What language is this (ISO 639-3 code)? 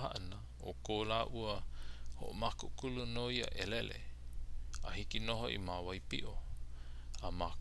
haw